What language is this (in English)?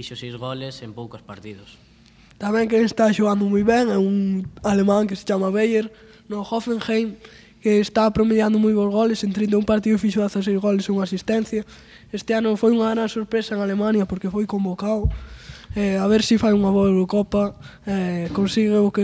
Galician